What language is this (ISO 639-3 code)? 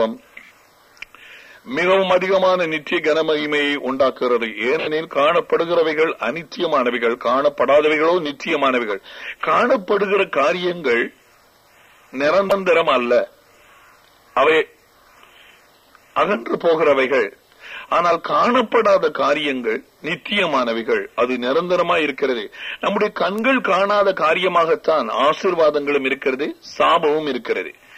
tam